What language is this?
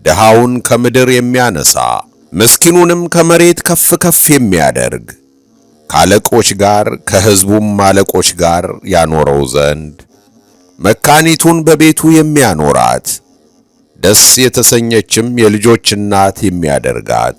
Amharic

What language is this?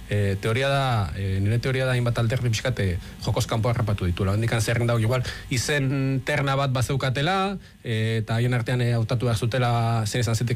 Basque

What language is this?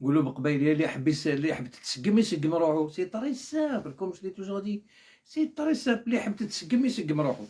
Algerian Arabic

